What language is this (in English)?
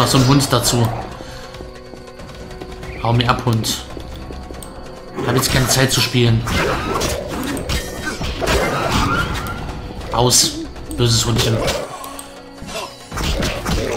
German